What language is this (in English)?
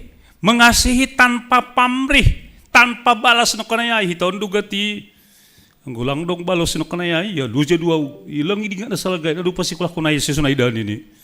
Batak Simalungun